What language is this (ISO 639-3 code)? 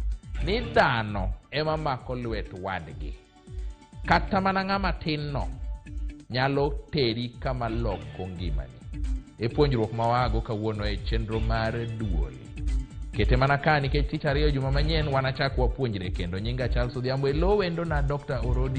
luo